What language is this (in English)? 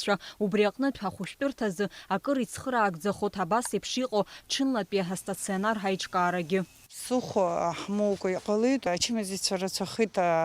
Abkhazian